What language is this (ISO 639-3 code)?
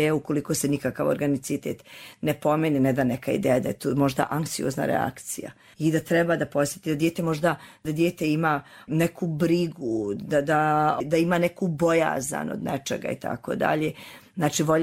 hrv